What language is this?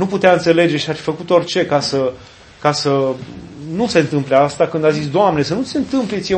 Romanian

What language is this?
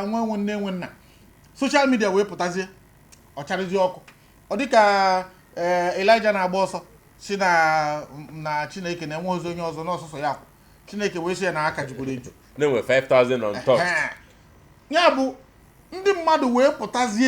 Igbo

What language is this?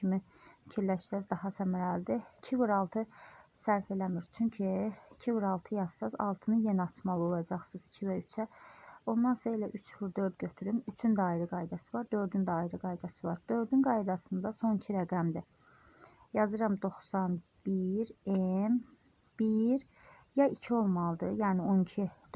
Azerbaijani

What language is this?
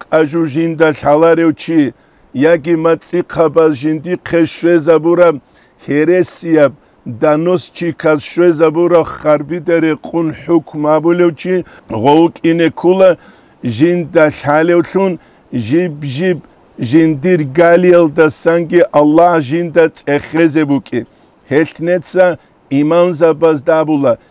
Avaric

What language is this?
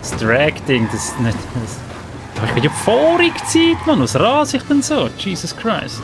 Swiss German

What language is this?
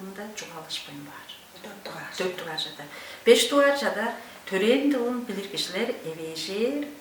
Tuvinian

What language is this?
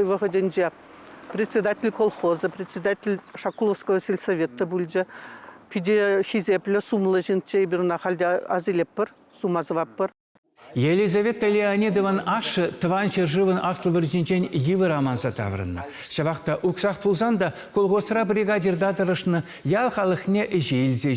Chuvash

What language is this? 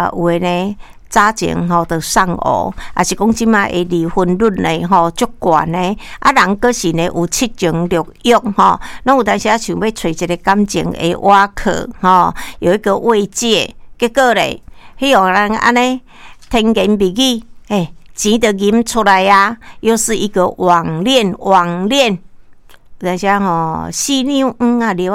Min Nan Chinese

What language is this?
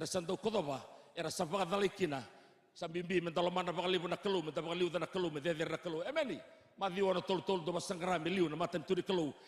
Fijian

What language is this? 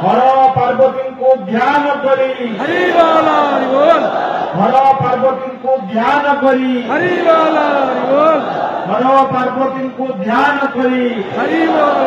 Odia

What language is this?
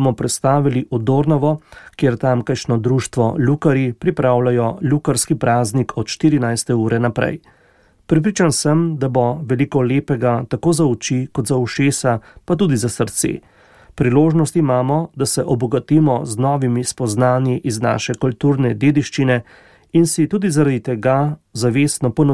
Slovenian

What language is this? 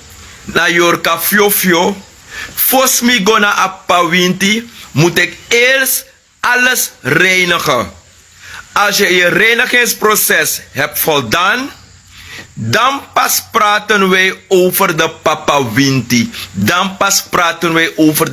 Sranan Tongo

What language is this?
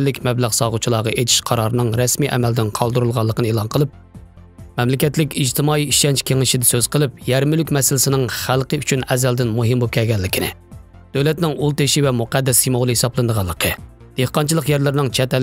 Uyghur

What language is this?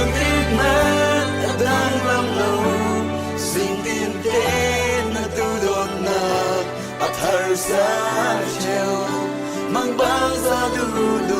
Falam Chin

